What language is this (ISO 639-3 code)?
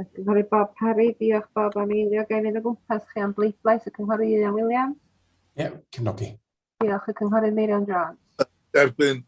cym